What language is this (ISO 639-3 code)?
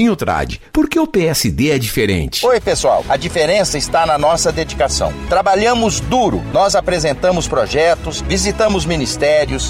por